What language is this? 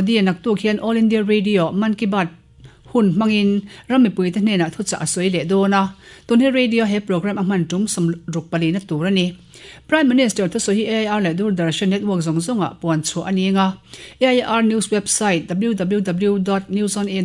Mizo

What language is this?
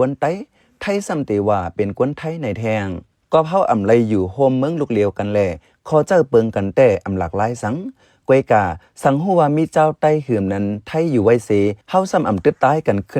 Shan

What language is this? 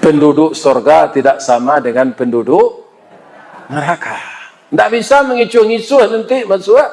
Minangkabau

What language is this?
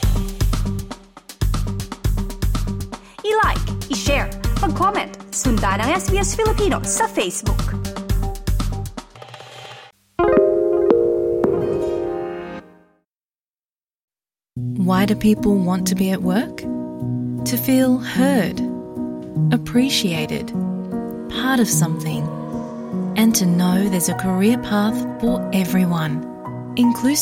Filipino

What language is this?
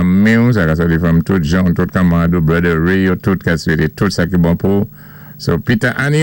Saint Lucian Creole French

